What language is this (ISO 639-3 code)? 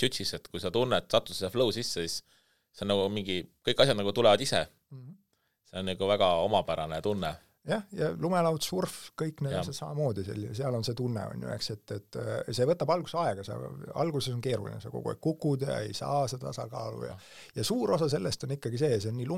est